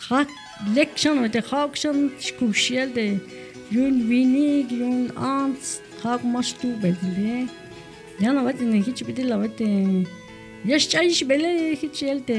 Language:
Tzeltal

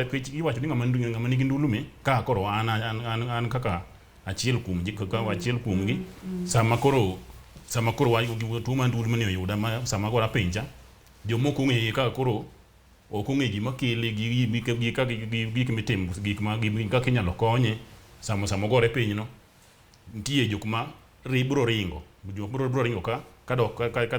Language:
Luo (Kenya and Tanzania)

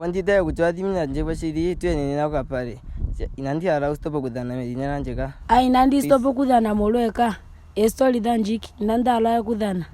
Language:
Ndonga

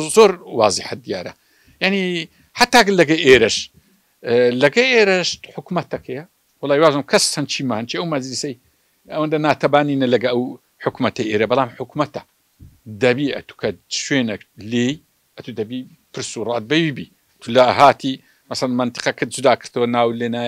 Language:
Central Kurdish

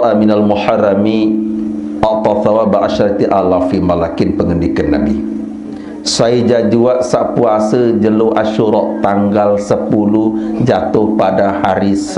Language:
Sasak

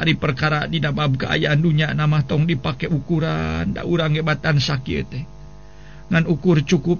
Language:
Sundanese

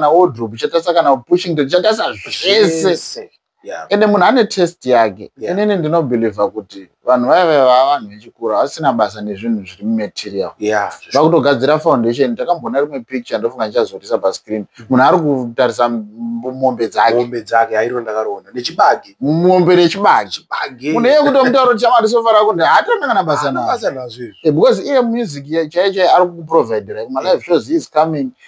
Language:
Shona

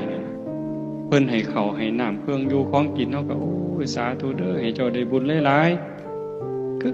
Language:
Northeastern Thai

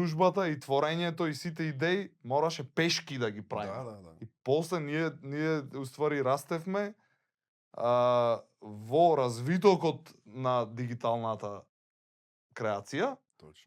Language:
Macedonian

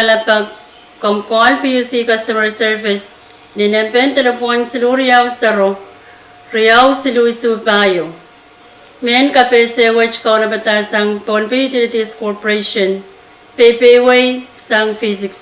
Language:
Pohnpeian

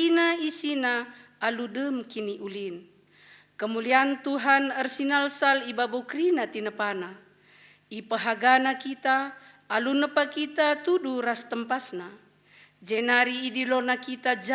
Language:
Batak Karo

